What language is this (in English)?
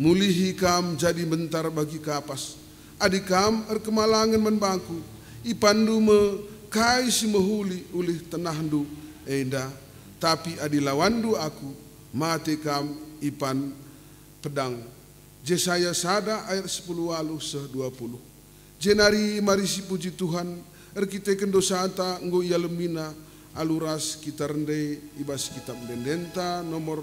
Batak Karo